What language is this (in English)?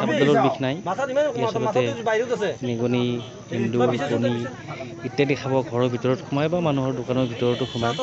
Assamese